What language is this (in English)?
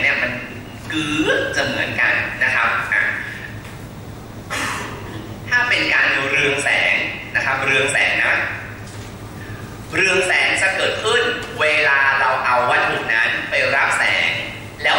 Thai